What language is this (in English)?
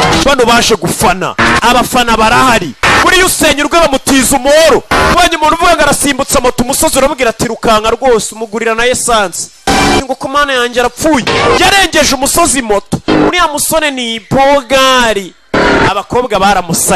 Kinyarwanda